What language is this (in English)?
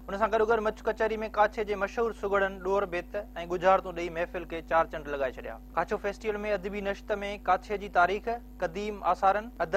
Sindhi